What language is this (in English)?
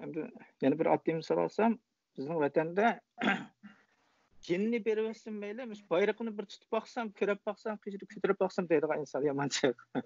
Uyghur